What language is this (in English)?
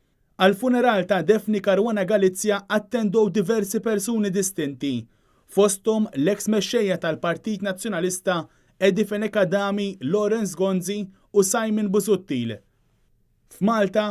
Maltese